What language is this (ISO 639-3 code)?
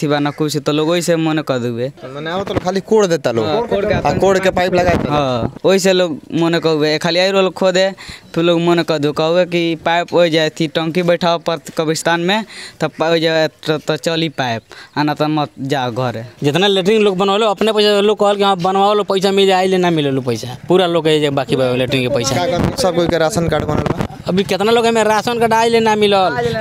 bho